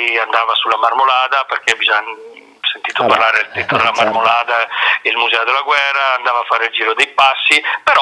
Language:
Italian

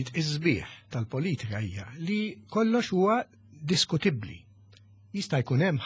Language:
Maltese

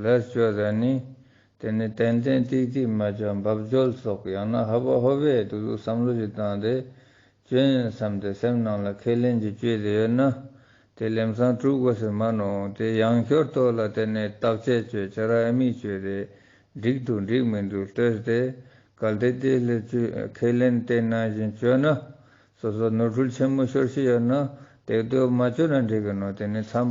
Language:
Ladakhi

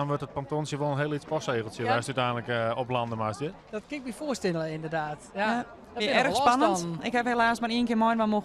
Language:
Western Frisian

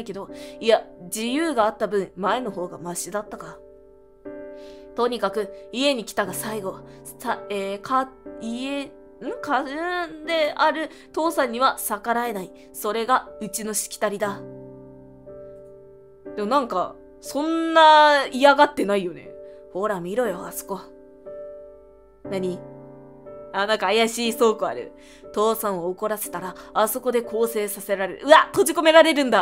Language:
Japanese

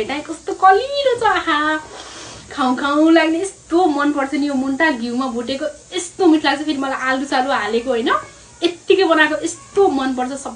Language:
Nepali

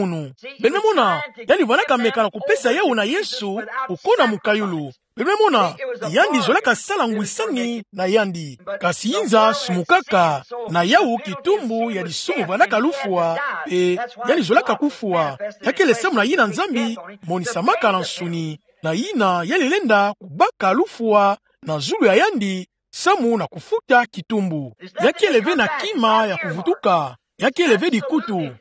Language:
Kituba (Democratic Republic of Congo)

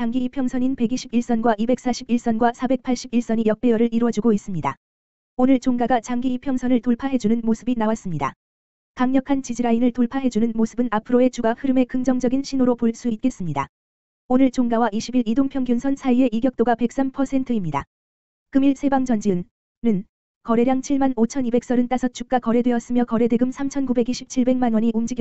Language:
Korean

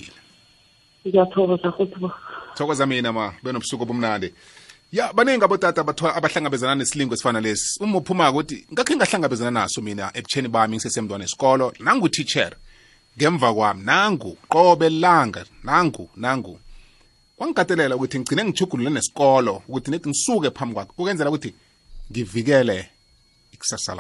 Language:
South Ndebele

